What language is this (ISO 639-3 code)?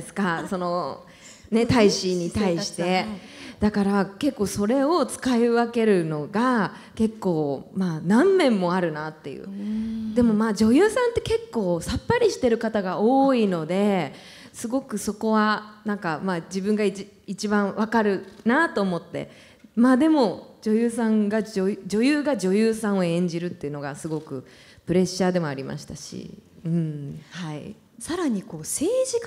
jpn